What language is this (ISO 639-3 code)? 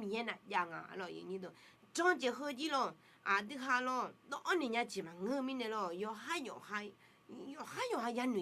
ahk